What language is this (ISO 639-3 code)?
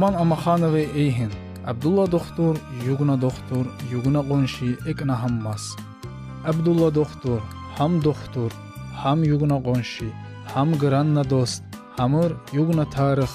tkr